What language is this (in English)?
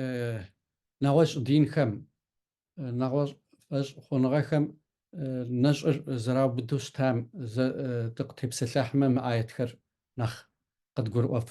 Kabardian